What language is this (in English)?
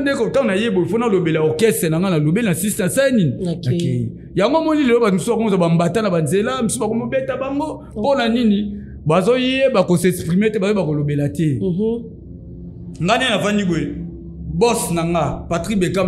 Lingala